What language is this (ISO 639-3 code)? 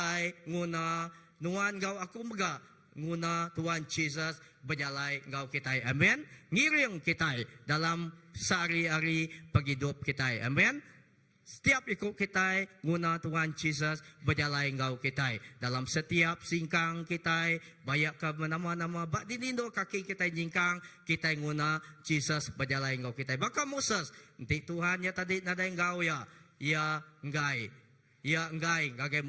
iba